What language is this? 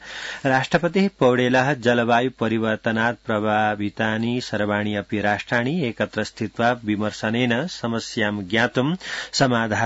Sanskrit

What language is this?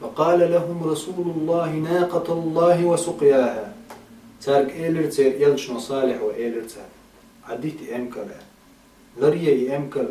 Chechen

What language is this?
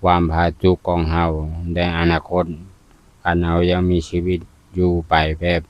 Lao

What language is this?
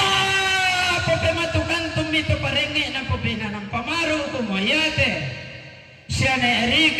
Toraja-Sa'dan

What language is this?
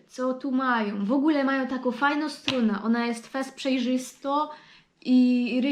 Silesian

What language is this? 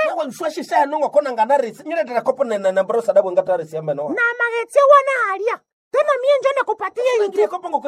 Nande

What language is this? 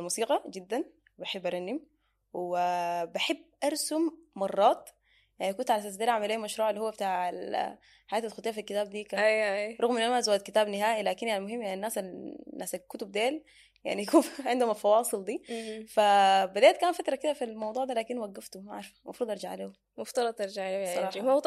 Sudanese Arabic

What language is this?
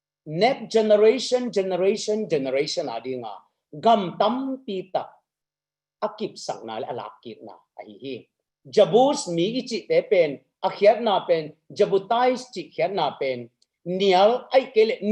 Tedim Chin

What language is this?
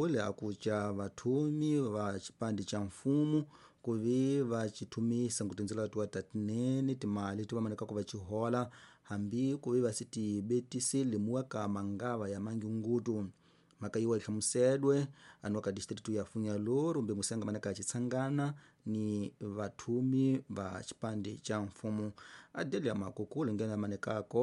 Tsonga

